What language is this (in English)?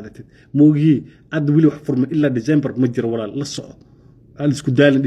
Somali